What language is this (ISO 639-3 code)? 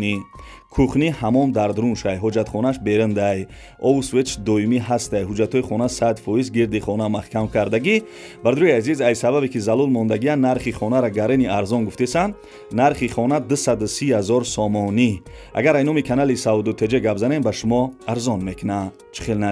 tgk